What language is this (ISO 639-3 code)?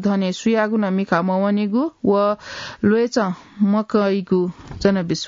new